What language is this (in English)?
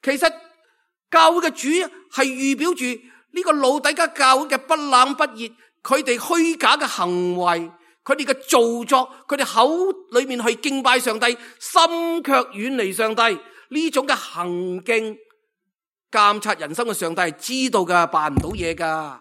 Cantonese